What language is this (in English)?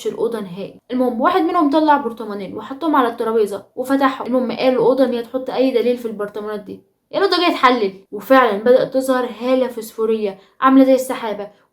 Egyptian Arabic